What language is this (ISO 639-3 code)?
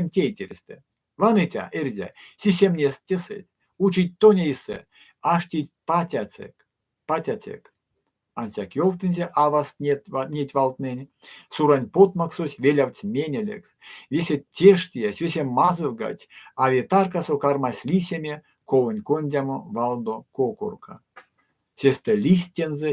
myv